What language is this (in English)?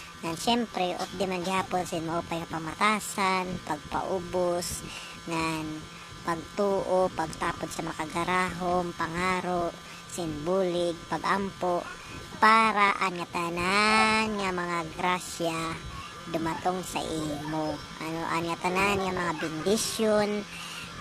Waray